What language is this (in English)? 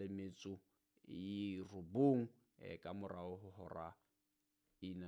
Southern Sotho